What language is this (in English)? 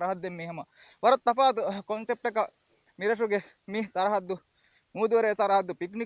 Divehi